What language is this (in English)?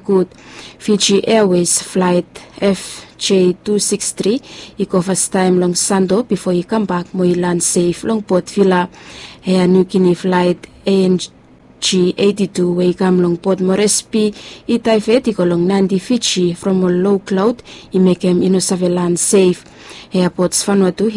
Bislama